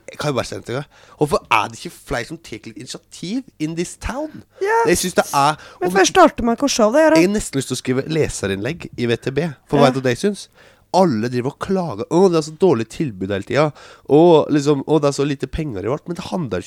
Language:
Norwegian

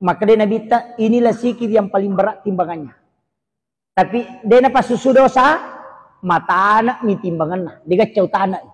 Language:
Buginese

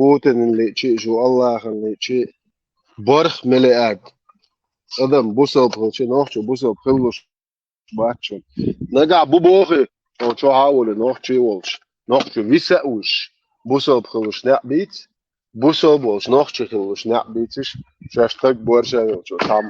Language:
Chechen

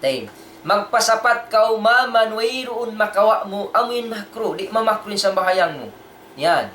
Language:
Tausug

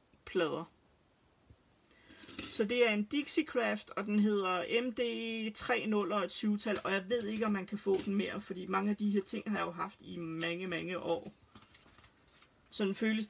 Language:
Danish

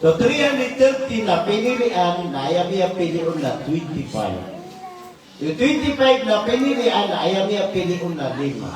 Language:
Maranao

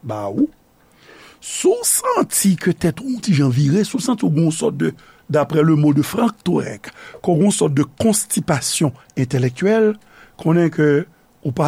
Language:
Haitian Creole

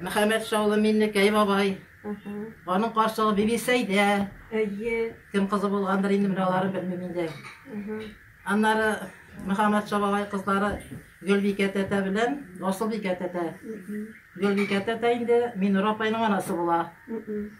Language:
Tatar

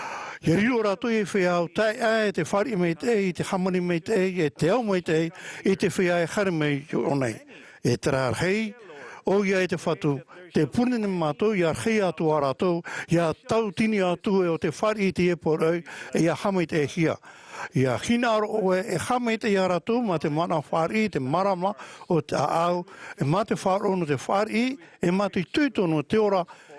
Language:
Tahitian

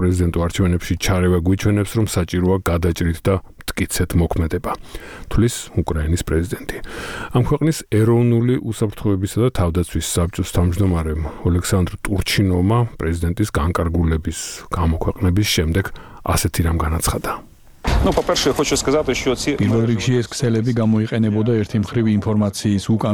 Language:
Georgian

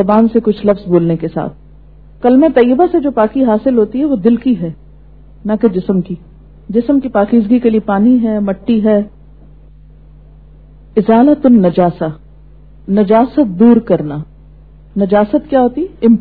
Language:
Urdu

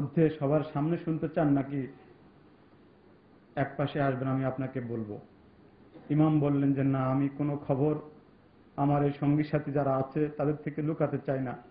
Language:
Bangla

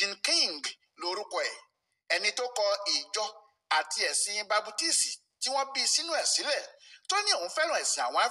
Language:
Yoruba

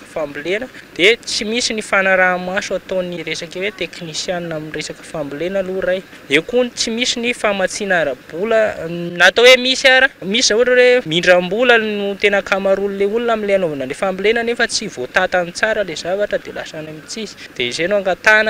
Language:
Malagasy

